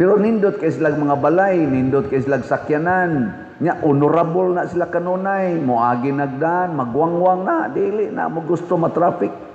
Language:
Cebuano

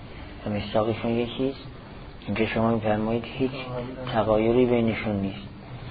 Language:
Persian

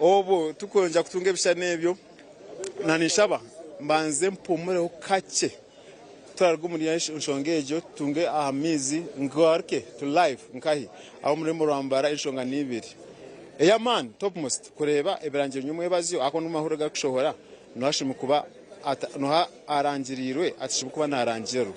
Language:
Nyankole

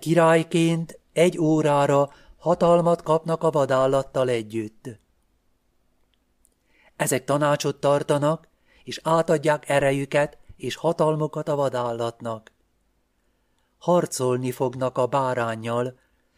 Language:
Hungarian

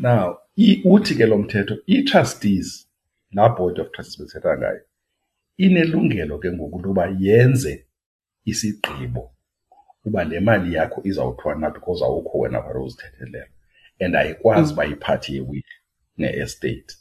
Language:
Xhosa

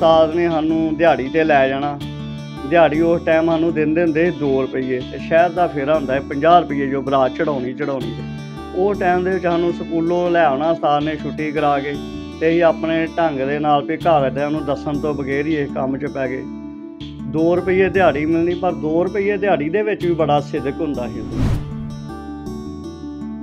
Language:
Punjabi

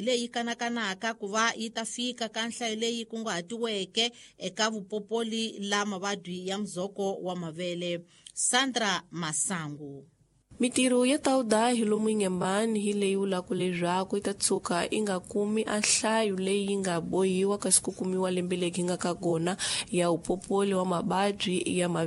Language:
Tsonga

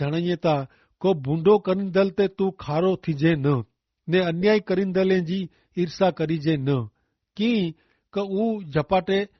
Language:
Kachhi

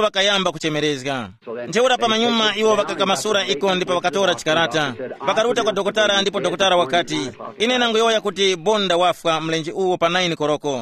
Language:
Tumbuka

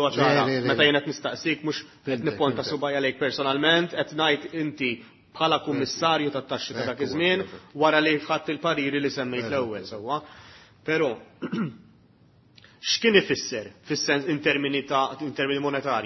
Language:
Maltese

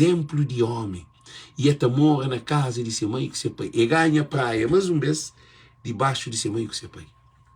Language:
Kabuverdianu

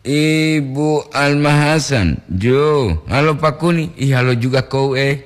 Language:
Gorontalo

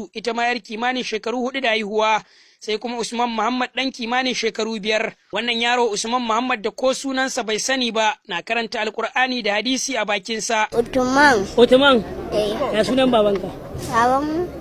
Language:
Hausa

